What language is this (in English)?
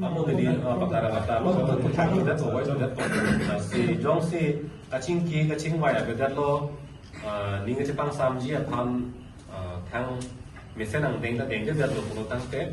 Karbi